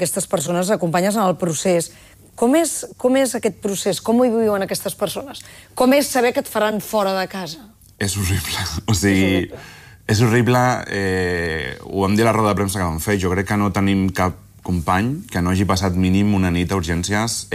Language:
Catalan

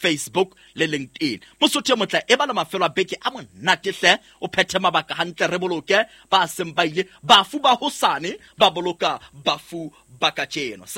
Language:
Southern Sotho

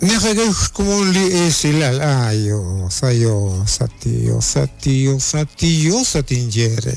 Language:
Kekchí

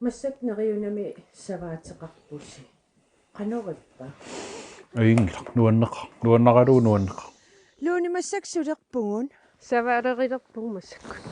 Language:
Kalaallisut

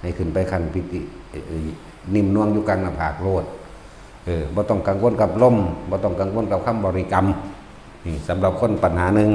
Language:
Northeastern Thai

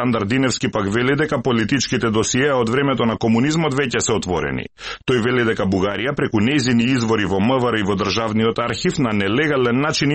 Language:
Macedonian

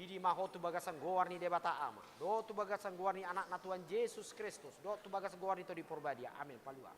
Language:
Batak Toba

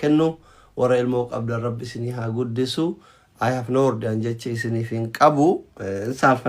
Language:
Oromo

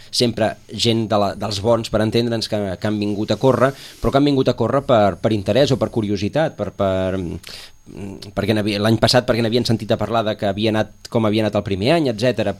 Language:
Catalan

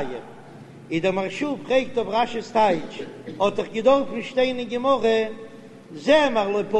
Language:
Yiddish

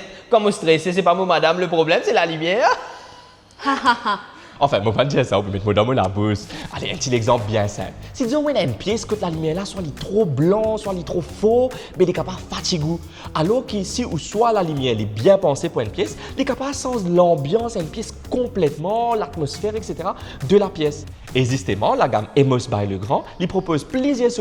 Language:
Morisyen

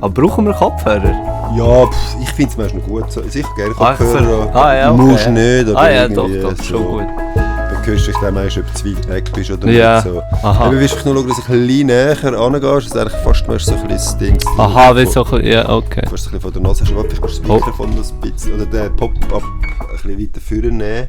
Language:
Swiss German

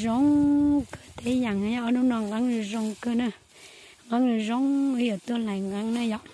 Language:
Hmong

